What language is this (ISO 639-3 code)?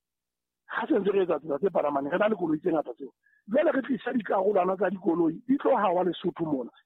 sot